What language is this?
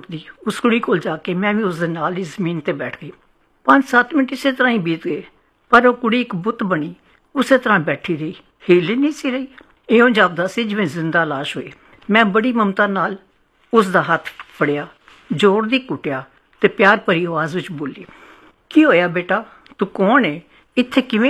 Punjabi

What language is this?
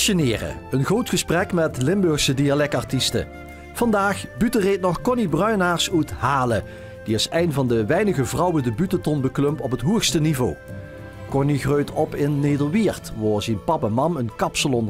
Limburgish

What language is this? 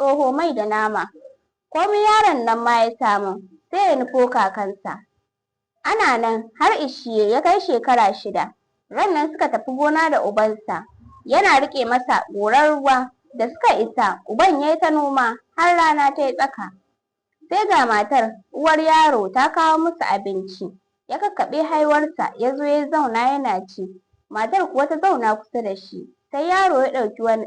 Hausa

